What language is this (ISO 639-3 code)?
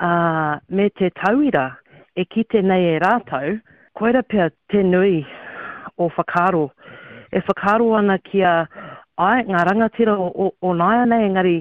mri